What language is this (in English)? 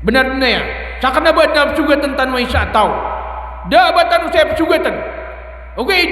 Maranao